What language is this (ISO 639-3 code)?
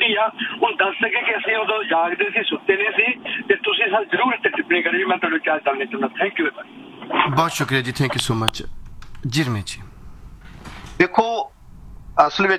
pan